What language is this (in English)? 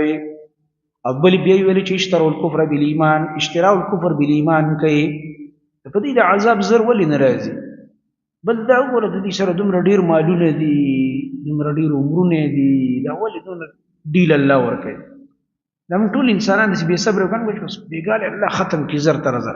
Pashto